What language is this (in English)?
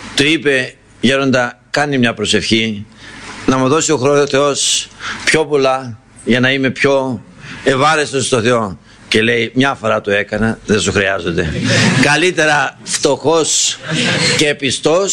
Greek